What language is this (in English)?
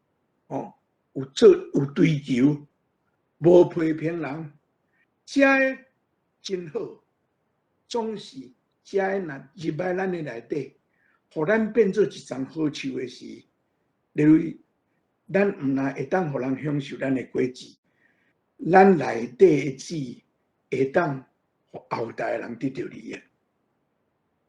Min Nan Chinese